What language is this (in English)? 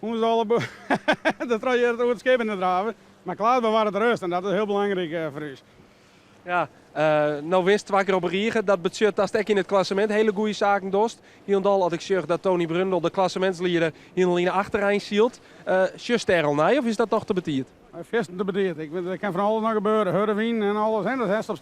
Western Frisian